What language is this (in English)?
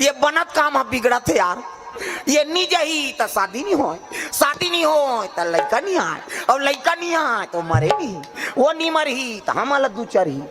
Chhattisgarhi